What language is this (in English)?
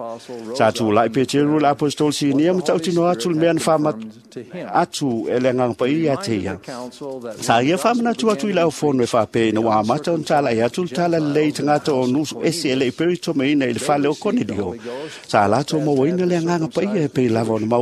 Samoan